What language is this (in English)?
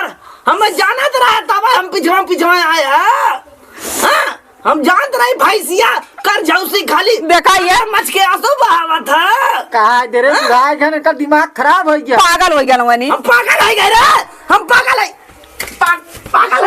Awadhi